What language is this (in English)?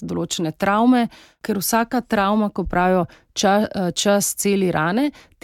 Slovenian